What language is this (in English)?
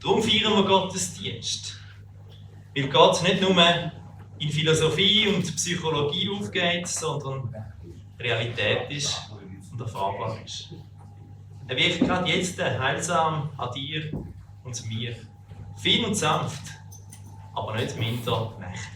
Swiss German